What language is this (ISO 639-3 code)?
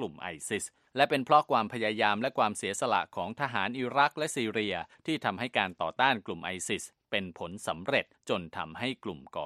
tha